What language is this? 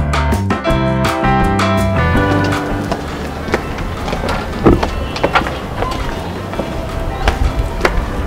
Kinyarwanda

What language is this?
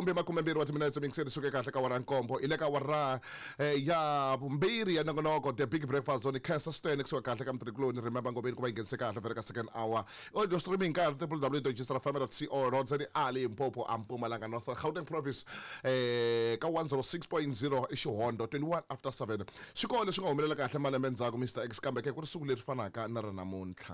Tsonga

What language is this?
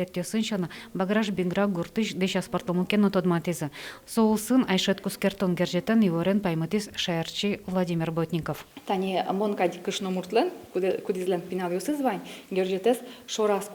Udmurt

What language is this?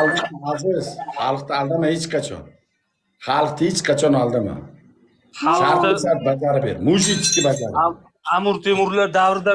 Uzbek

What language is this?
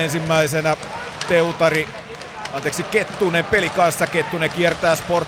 Finnish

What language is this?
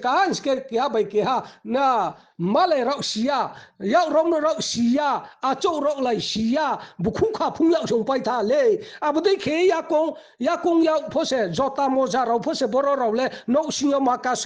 Riang (India)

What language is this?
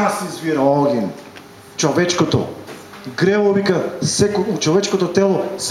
Macedonian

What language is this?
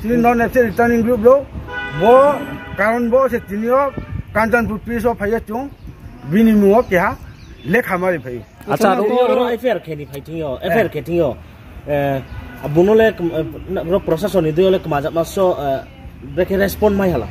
Riang (India)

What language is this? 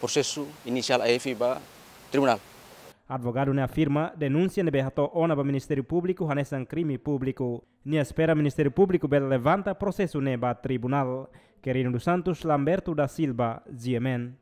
Tetum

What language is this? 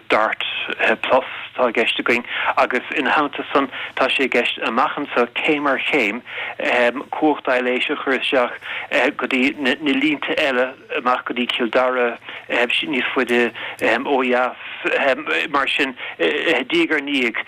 Irish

